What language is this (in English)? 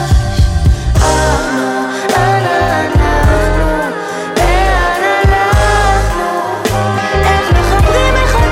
Hebrew